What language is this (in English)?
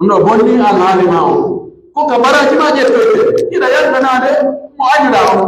Pular